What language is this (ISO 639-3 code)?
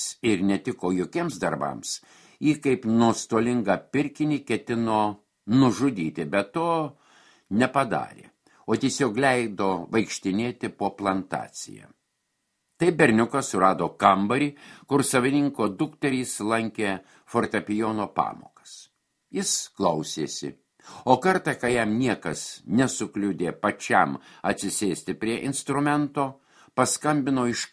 lit